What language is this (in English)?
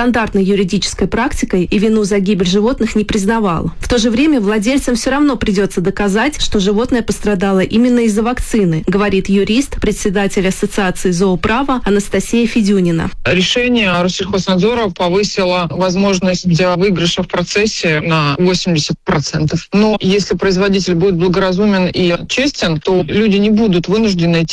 Russian